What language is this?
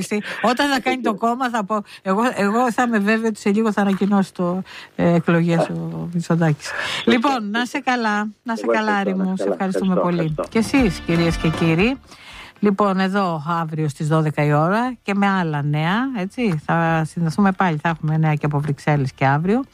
Greek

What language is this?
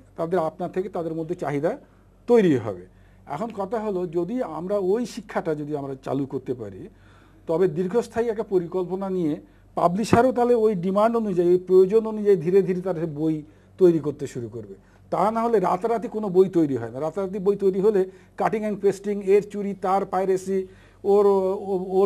Bangla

